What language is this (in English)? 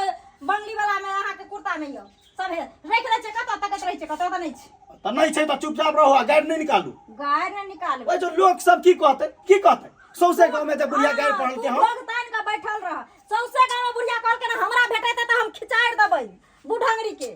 Maithili